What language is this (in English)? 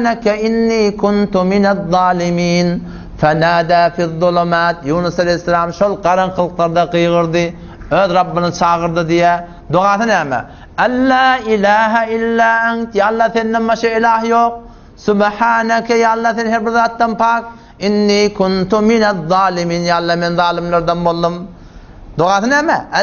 Turkmen